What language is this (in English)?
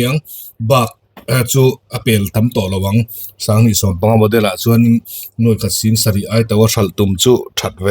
Mizo